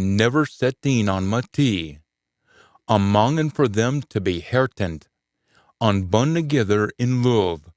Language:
Scots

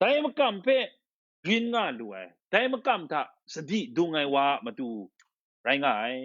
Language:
Kachin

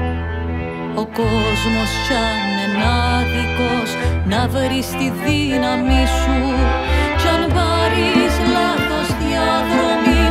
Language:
Greek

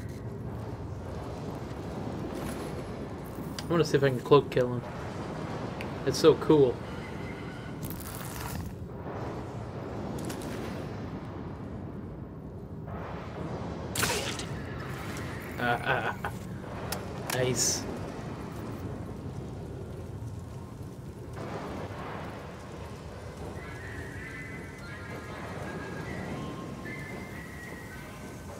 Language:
English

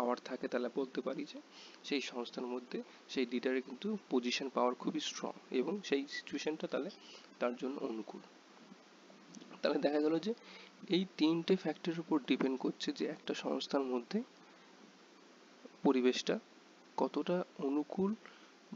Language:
Bangla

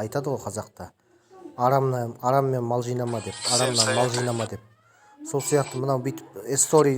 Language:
Kazakh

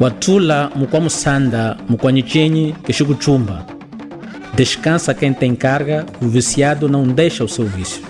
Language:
Chokwe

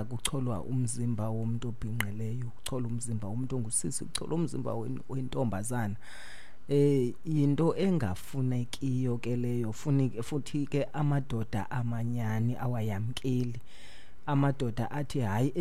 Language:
Xhosa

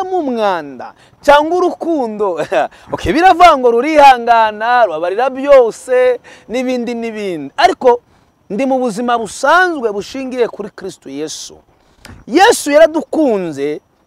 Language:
Kinyarwanda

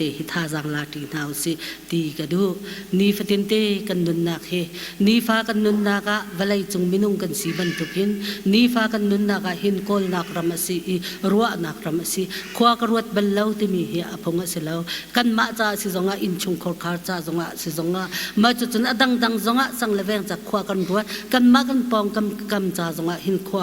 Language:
Hakha Chin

